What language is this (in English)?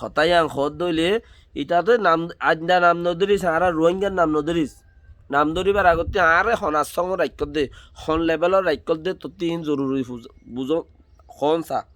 Rohingya